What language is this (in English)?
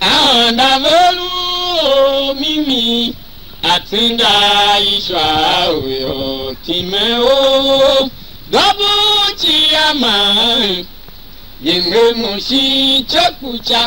Tiv